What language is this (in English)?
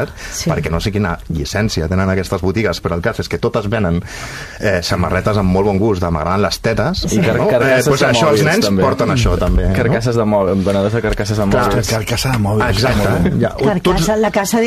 Catalan